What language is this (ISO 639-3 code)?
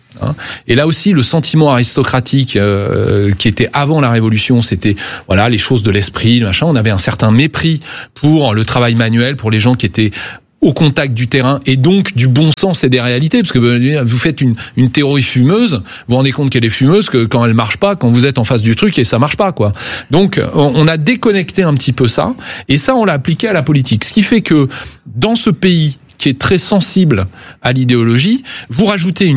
fra